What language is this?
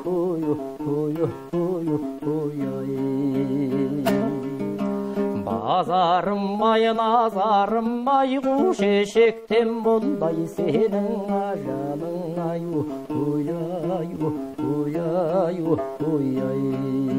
Kazakh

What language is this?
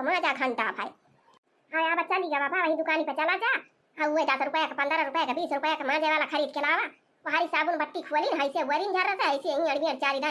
Awadhi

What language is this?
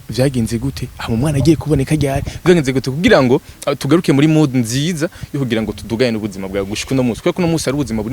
Rundi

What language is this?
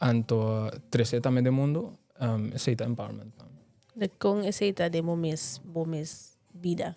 Papiamento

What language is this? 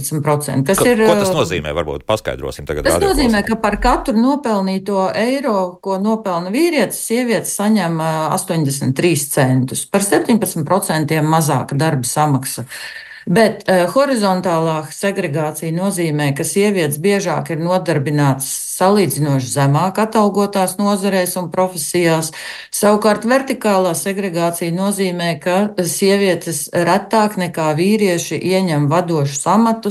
Latvian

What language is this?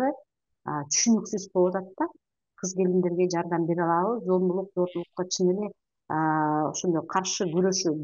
Kyrgyz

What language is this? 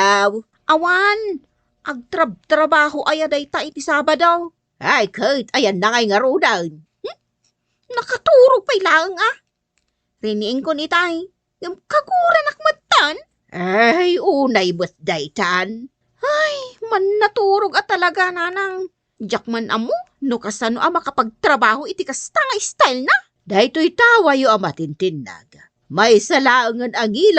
Iloko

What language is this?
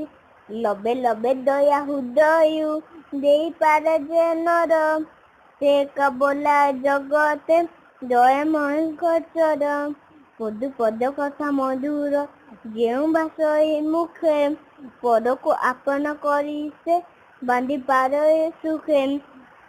Odia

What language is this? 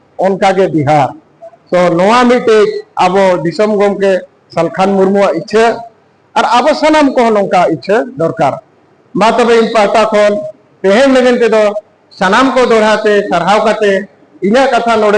Santali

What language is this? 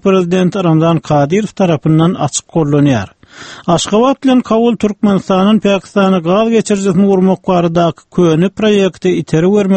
Turkmen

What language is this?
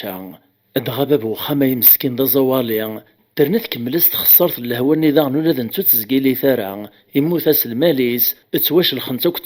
Kabyle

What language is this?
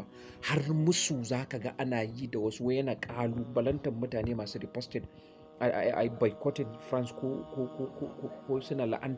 Hausa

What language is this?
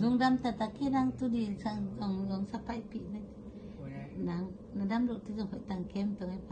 Tedim Chin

